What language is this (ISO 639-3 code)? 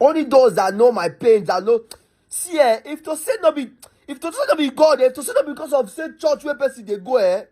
pcm